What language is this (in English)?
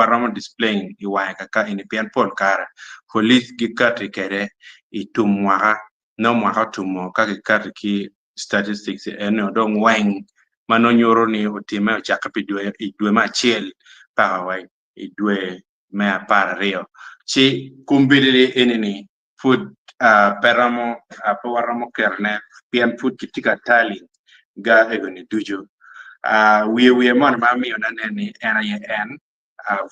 Acoli